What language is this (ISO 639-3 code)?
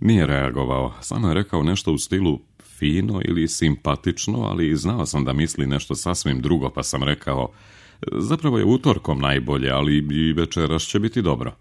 srp